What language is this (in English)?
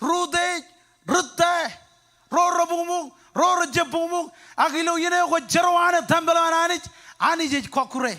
Marshallese